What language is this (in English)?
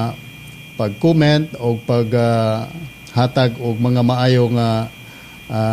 Cebuano